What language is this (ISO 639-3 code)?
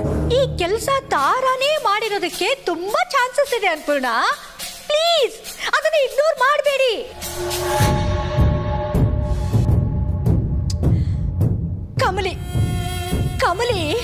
kan